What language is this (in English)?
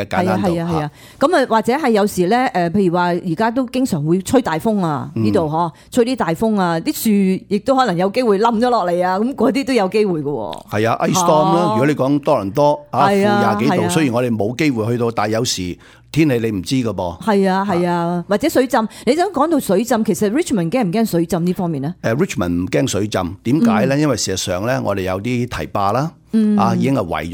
Cantonese